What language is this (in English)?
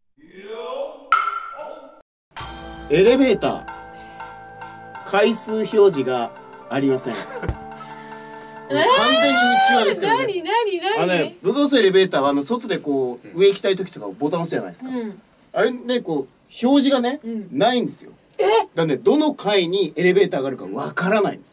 Japanese